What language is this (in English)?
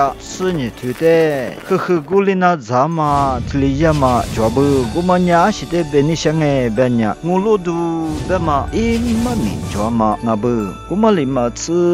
Lisu